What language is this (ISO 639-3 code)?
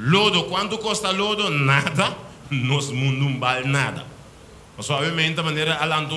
pap